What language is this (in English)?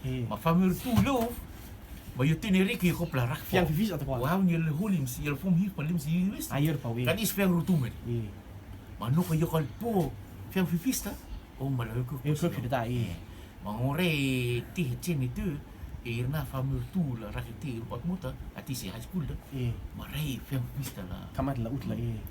Rotuman